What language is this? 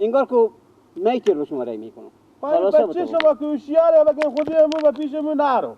Persian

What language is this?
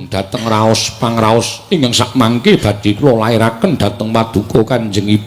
Javanese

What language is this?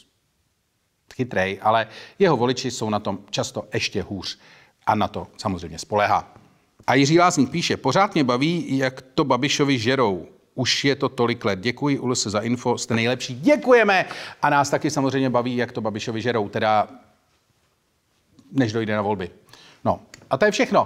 Czech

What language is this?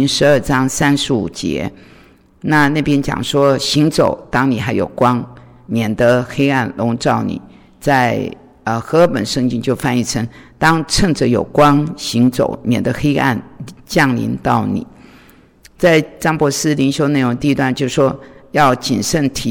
Chinese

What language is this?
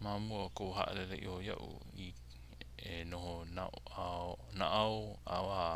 Hawaiian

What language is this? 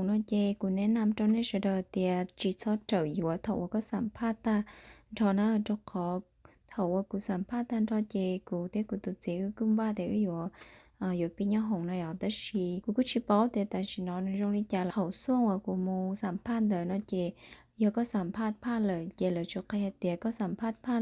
Hmong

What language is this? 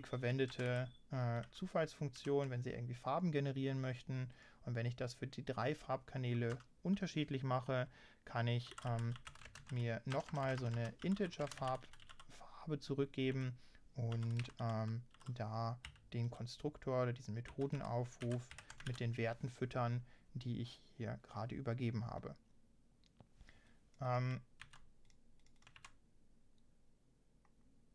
German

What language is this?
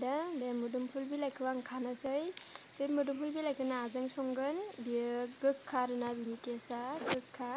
Bodo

